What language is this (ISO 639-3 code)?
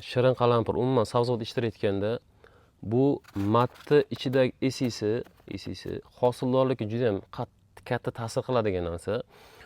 uzb